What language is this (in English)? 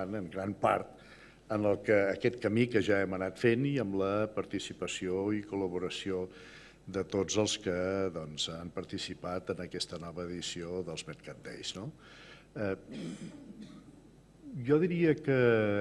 Catalan